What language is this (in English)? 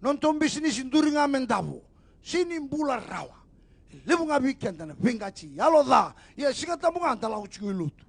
Fijian